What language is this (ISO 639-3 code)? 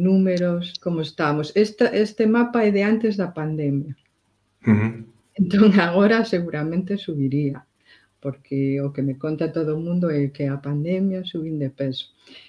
glg